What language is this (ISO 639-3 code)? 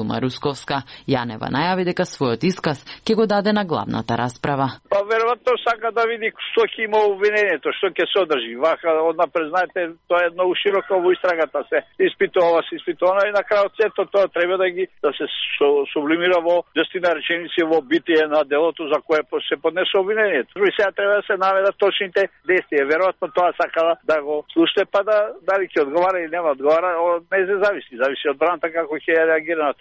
mkd